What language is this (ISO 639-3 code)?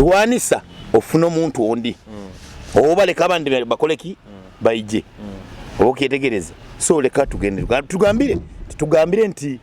nyo